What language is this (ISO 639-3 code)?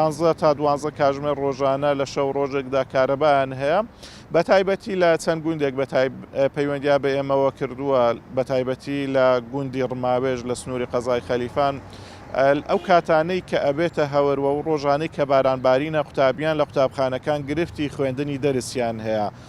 ckb